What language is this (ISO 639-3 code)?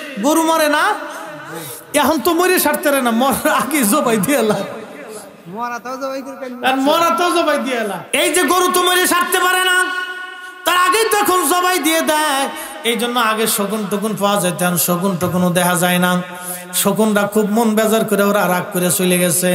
ben